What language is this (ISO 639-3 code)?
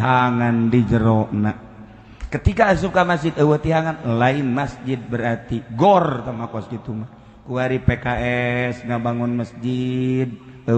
sun